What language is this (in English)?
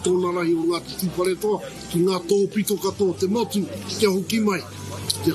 Māori